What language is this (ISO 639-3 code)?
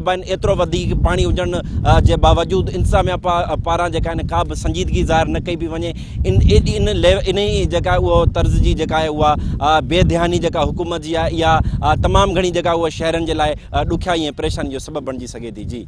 snd